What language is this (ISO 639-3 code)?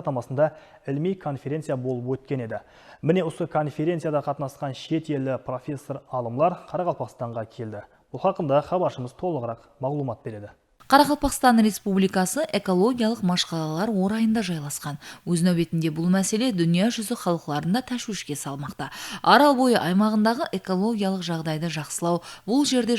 kaa